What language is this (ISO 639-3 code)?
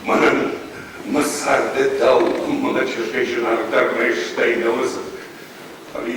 oss